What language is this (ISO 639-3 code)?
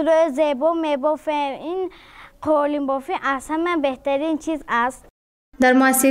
tgk